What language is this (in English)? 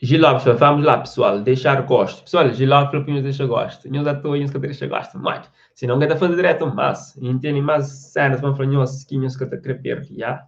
Kabuverdianu